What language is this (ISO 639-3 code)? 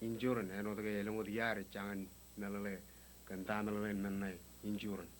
mah